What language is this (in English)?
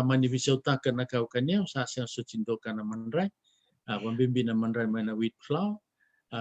Fijian